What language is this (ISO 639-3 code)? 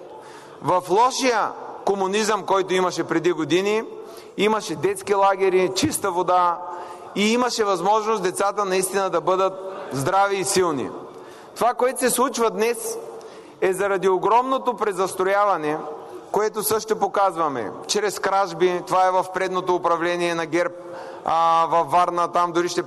bul